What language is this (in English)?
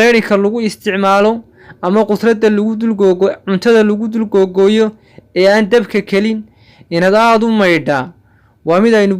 Somali